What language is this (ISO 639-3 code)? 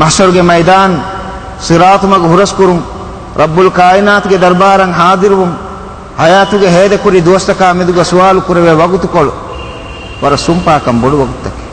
div